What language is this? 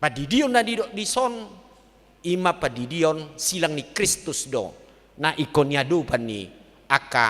Batak Toba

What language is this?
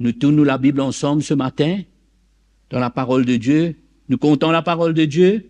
Morisyen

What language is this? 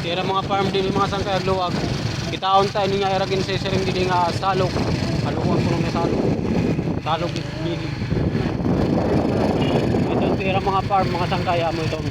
Waray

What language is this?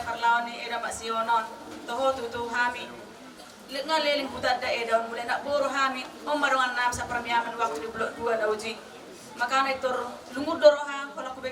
Batak Toba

